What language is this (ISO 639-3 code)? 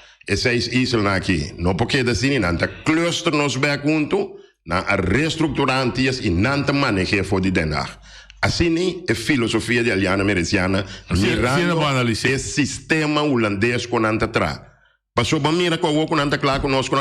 pap